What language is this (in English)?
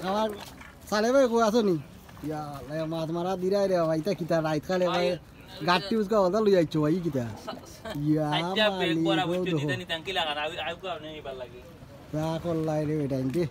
Sylheti